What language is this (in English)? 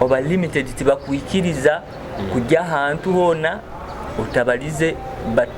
Nyoro